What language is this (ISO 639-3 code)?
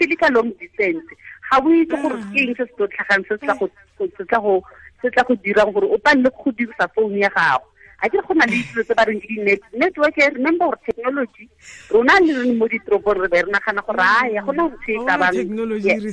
tsn